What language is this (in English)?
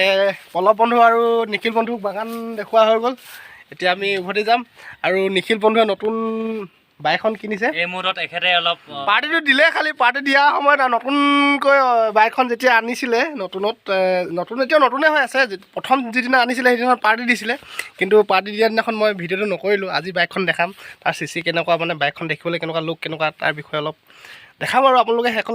Assamese